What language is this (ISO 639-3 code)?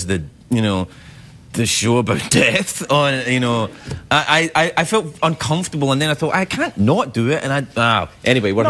eng